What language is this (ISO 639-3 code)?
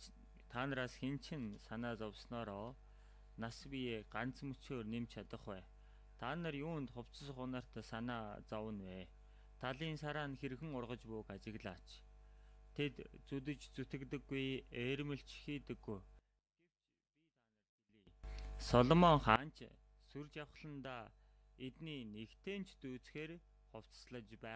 mon